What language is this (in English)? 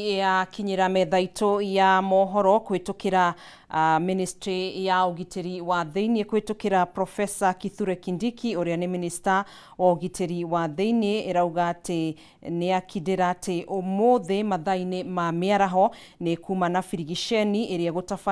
Kikuyu